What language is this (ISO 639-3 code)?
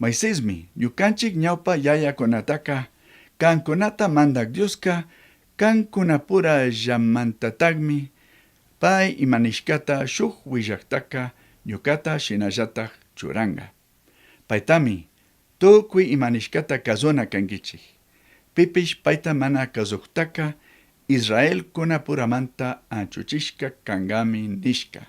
qug